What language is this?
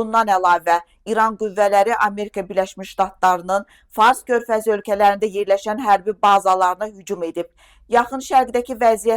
Azerbaijani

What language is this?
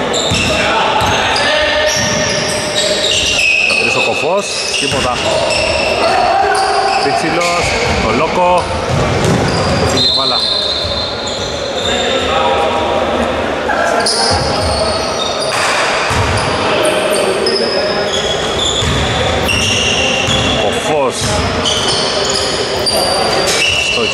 Greek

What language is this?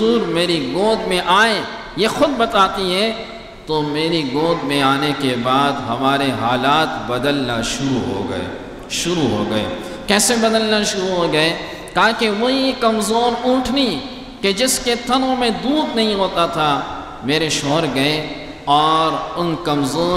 Urdu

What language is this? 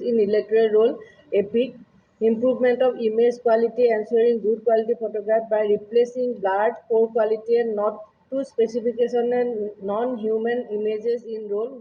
Karbi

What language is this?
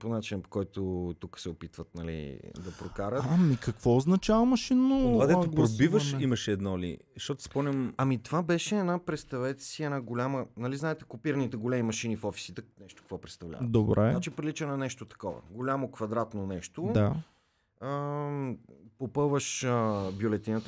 Bulgarian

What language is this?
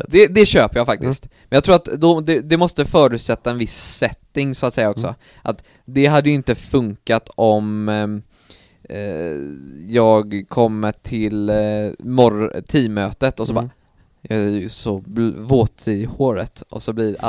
Swedish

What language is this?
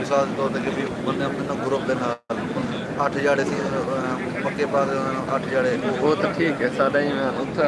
Saraiki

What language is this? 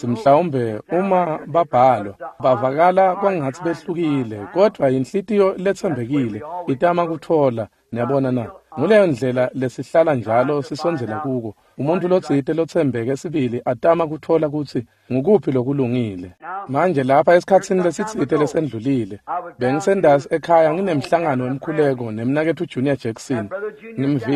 Swati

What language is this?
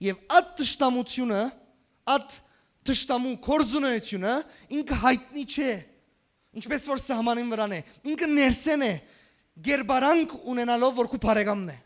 Western Armenian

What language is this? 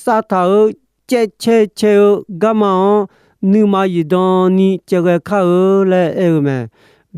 Akha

